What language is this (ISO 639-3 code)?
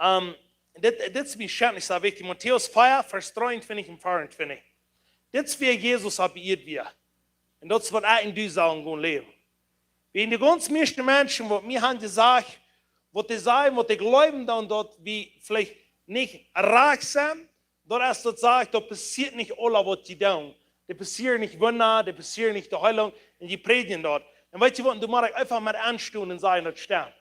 pdt